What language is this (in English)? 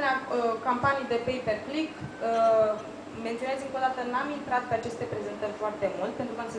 Romanian